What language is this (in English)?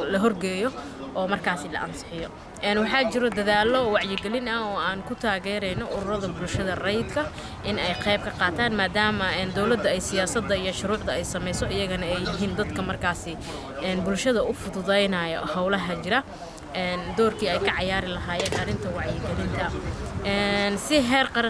Somali